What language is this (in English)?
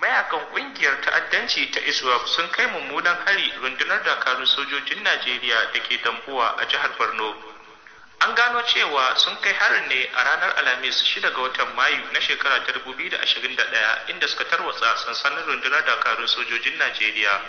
Hausa